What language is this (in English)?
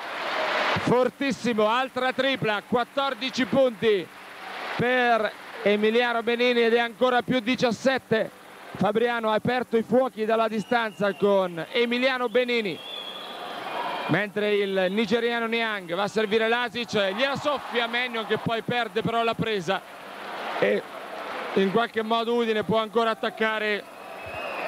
Italian